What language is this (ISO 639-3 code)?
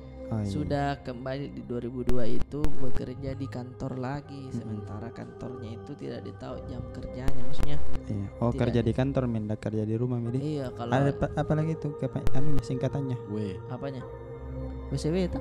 mfp